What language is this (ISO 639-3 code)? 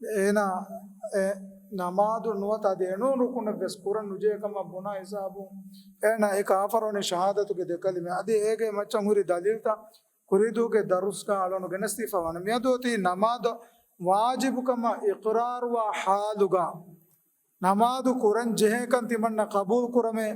div